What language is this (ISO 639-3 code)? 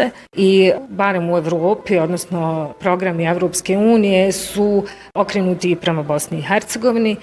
bos